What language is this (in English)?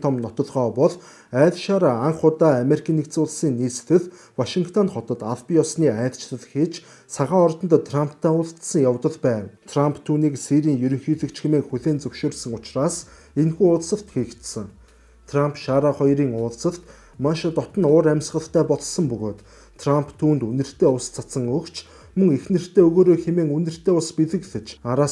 Mongolian